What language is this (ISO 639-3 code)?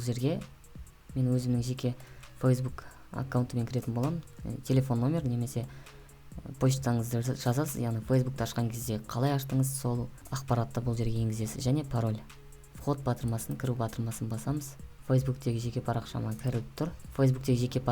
kaz